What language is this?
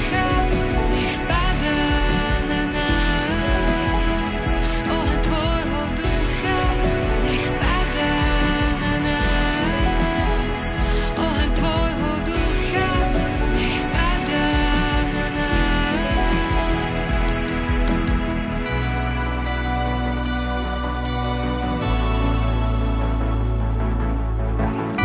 Slovak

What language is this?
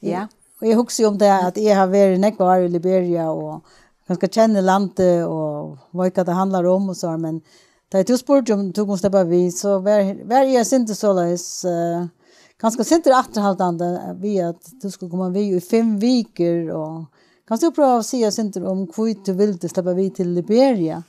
Faroese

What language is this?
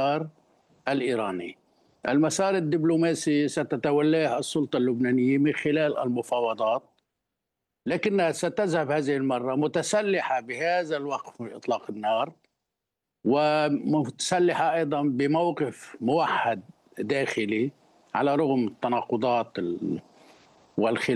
Arabic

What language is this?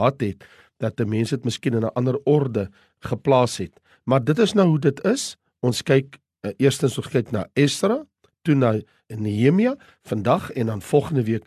Afrikaans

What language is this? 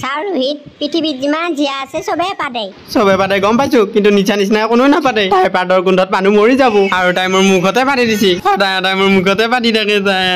Assamese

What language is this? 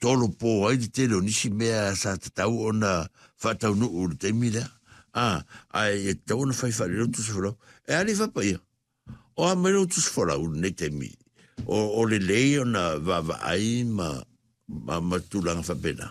Samoan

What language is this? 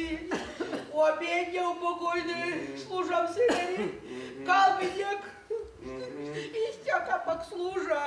Erzya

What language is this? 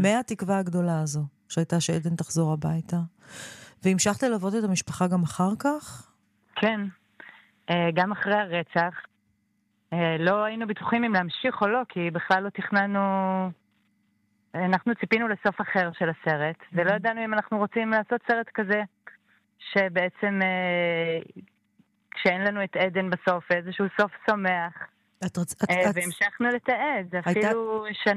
Hebrew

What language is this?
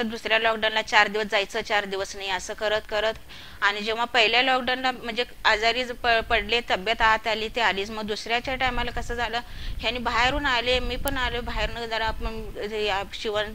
Marathi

